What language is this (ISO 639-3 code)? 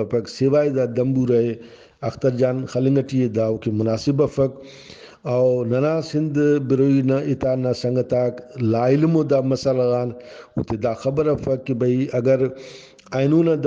brh